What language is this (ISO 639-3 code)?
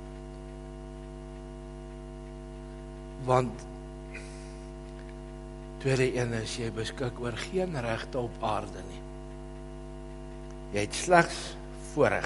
afr